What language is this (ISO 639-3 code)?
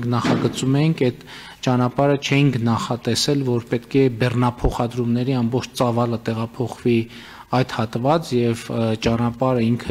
hye